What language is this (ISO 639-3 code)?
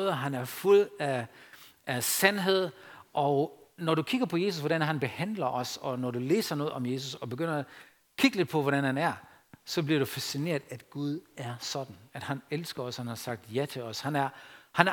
dan